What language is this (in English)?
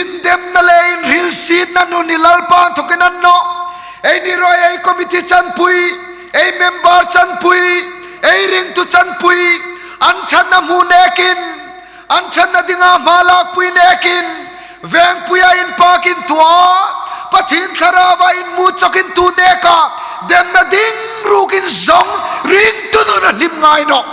Hmar